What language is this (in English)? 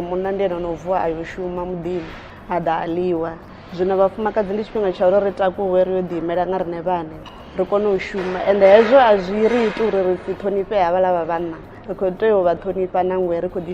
Venda